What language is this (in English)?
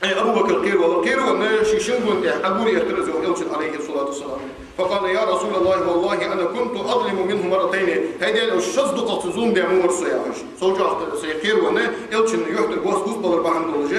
Ingush